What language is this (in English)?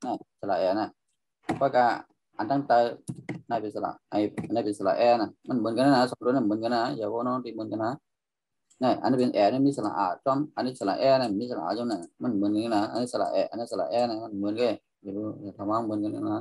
Shan